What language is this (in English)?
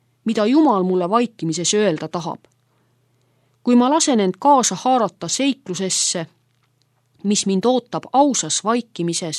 Estonian